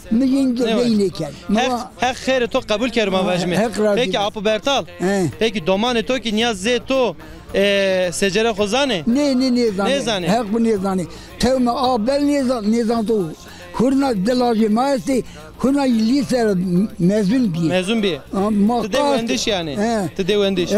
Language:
Zaza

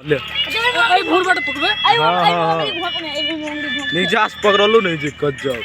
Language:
Maithili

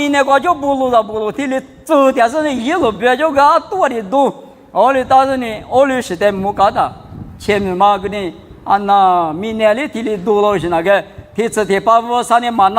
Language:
Lisu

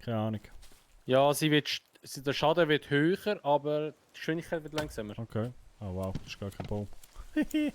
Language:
Swiss German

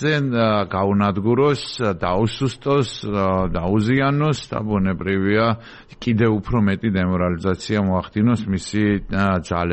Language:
Georgian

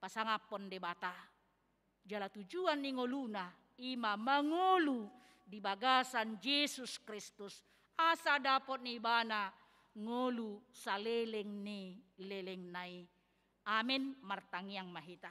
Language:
Batak Toba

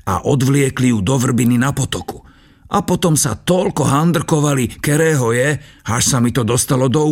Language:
Slovak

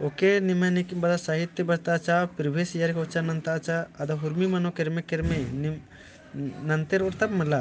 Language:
Kurukh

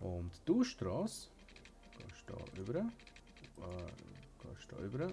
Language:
Swiss German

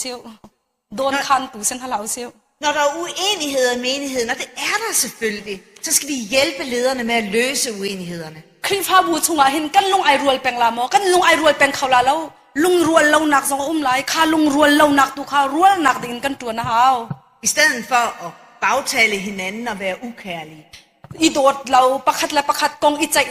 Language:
Hakha Chin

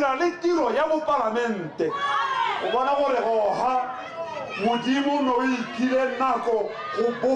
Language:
Tswana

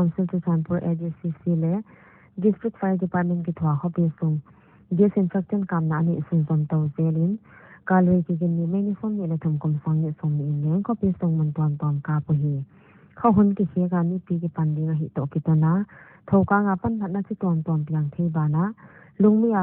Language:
Paite Chin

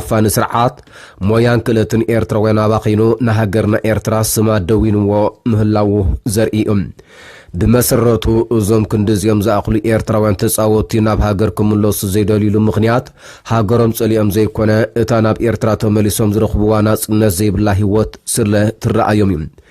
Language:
Tigrinya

